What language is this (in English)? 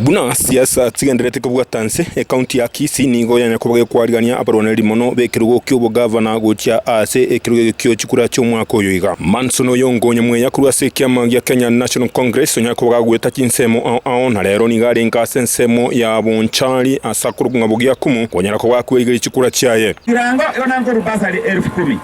Gusii